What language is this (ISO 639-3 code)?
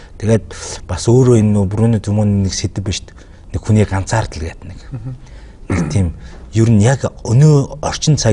mon